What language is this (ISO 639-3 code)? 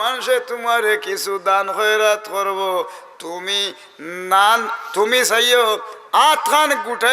syl